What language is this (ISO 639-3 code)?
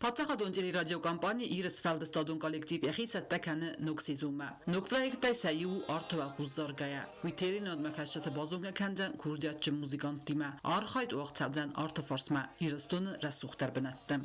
oss